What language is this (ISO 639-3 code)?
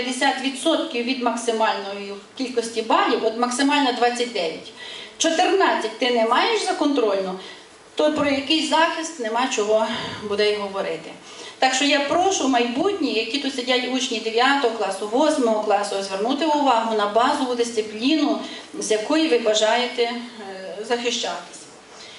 ukr